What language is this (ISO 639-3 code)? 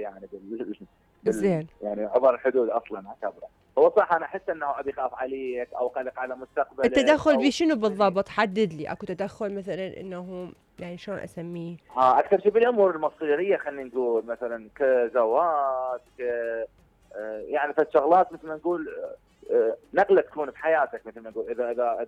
acm